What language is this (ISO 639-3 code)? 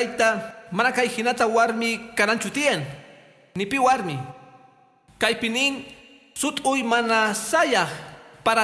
que